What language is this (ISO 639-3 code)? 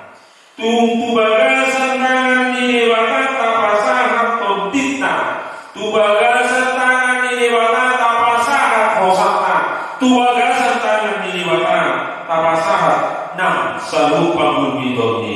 bbc